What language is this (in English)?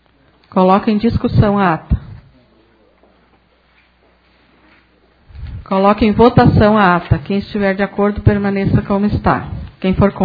Portuguese